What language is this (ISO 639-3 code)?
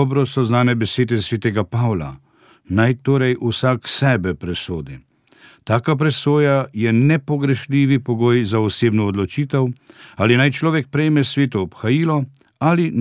slv